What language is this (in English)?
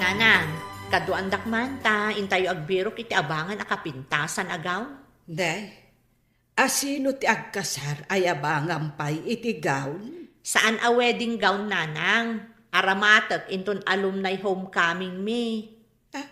Iloko